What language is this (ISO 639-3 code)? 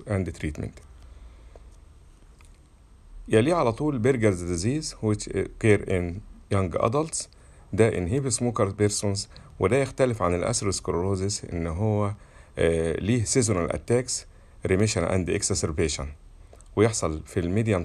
arz